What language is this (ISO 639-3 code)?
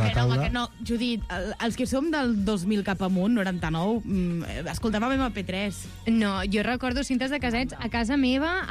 cat